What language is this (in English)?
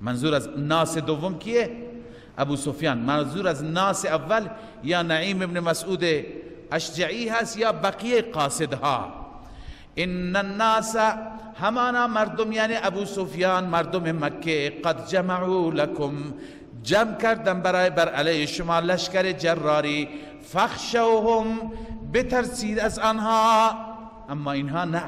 Persian